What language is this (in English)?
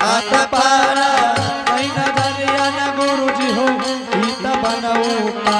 Angika